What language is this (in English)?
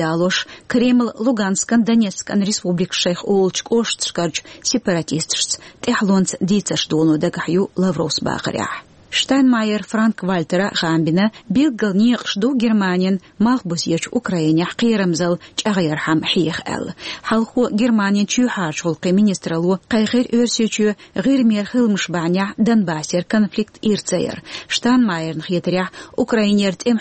Chechen